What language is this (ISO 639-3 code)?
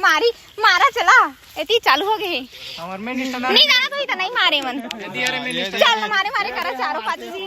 hne